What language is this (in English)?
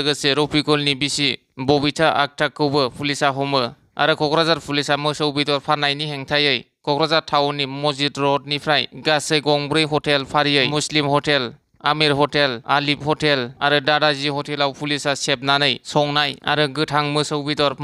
Bodo